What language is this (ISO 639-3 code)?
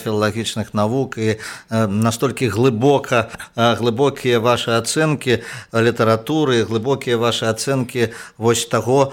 bel